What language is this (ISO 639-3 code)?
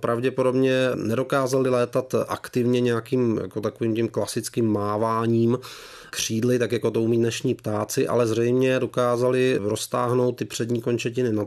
ces